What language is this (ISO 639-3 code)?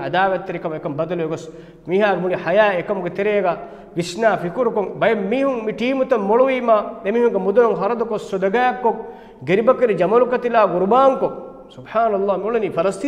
div